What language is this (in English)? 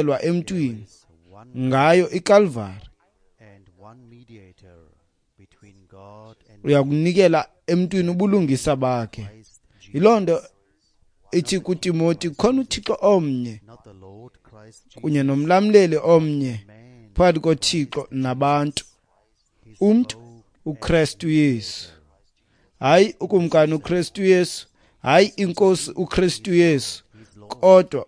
Xhosa